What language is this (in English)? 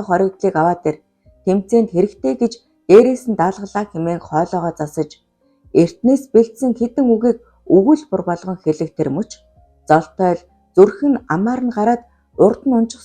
Mongolian